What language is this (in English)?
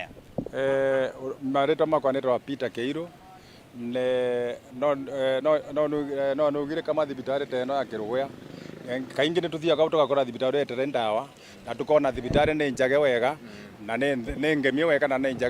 Kikuyu